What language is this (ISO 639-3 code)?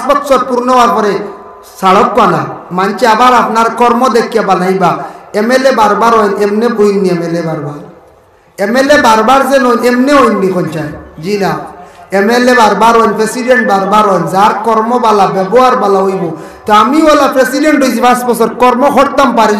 syl